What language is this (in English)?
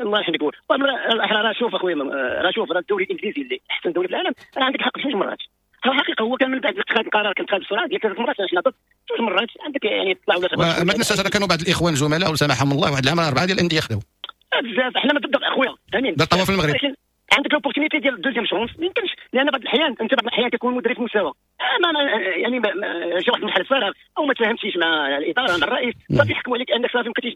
Moroccan Arabic